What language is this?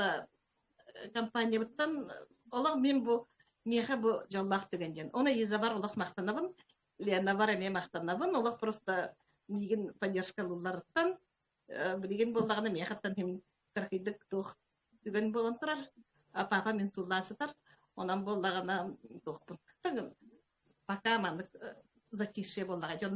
Yakut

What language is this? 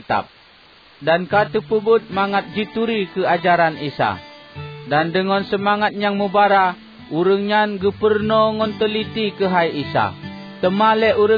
Achinese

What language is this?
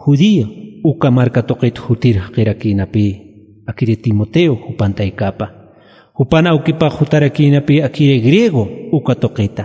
Aymara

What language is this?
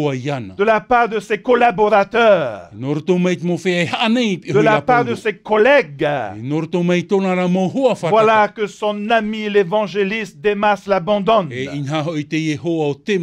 Tahitian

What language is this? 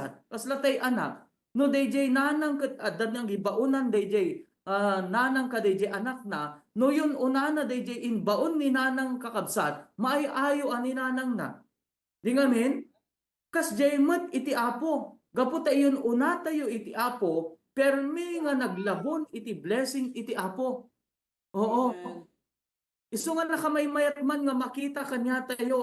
Iloko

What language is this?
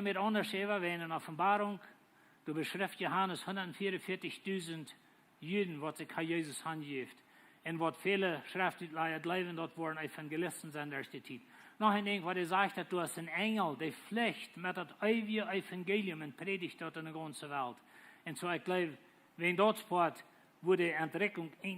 Plautdietsch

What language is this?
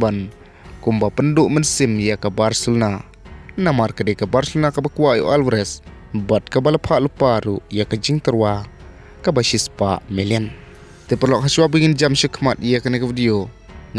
Khasi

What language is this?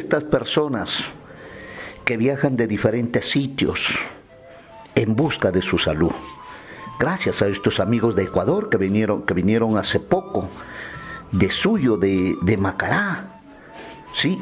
Spanish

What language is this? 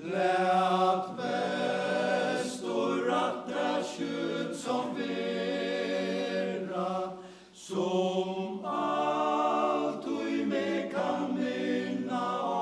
Faroese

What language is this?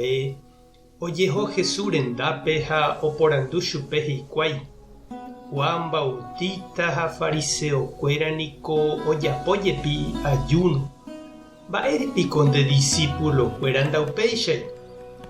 Guarani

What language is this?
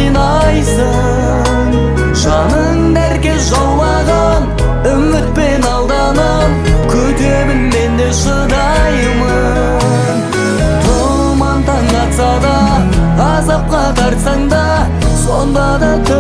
Kazakh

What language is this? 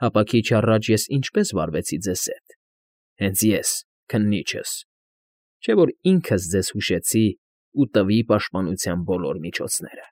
Armenian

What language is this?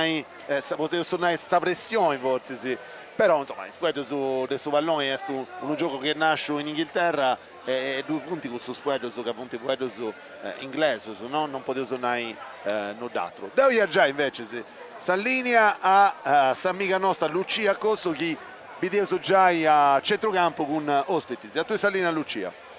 Sardinian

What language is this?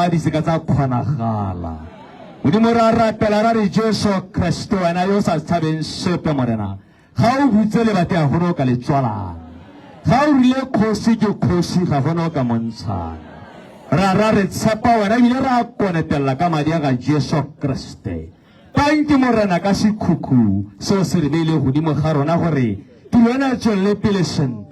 Tswana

